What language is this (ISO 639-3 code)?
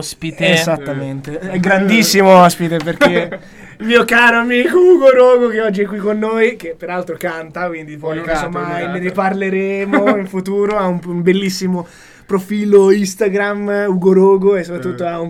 ita